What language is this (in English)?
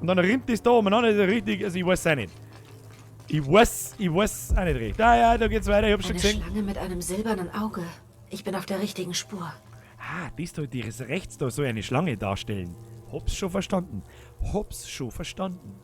Bavarian